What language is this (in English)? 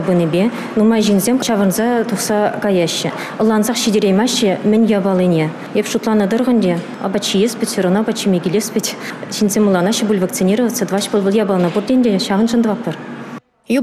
Chuvash